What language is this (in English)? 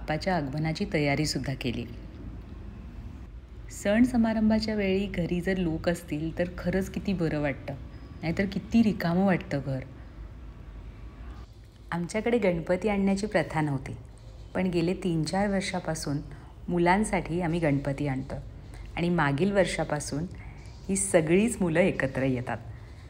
Marathi